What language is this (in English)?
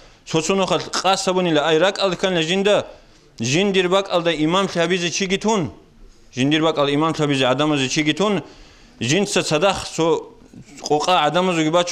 Avaric